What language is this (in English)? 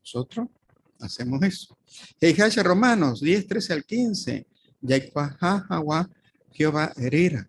Guarani